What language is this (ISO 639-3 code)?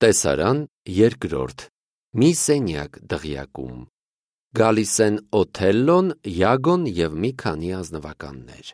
hye